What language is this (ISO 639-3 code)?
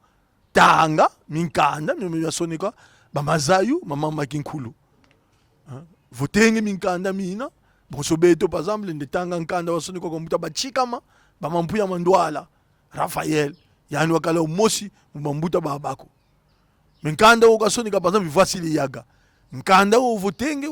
kon